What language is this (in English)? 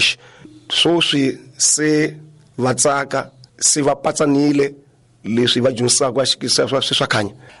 Tsonga